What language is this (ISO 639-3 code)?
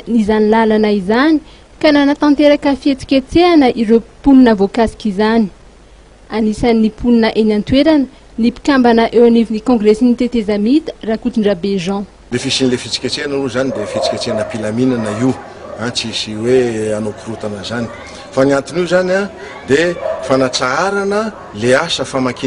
mlg